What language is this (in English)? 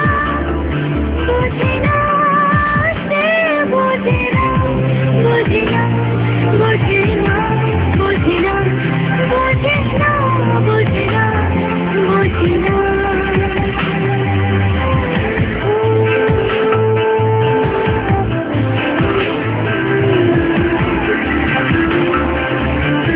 Bangla